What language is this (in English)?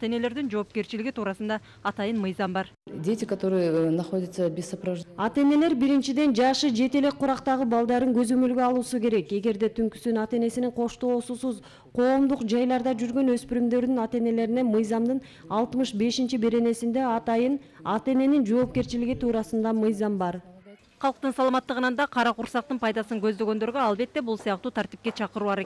Kyrgyz